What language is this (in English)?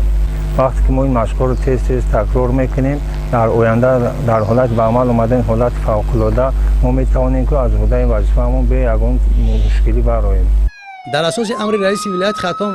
Tajik